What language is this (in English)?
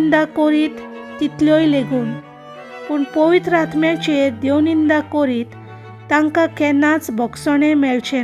Konkani